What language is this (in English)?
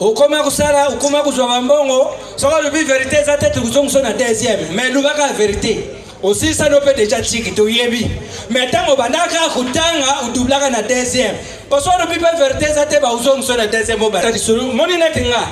Lingala